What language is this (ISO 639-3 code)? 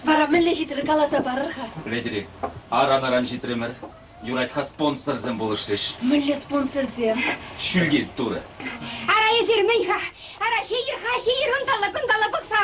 chv